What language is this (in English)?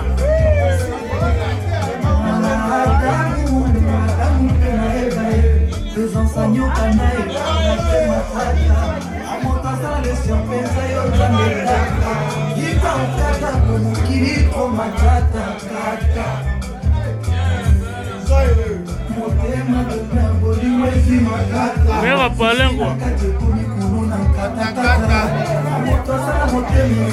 Swahili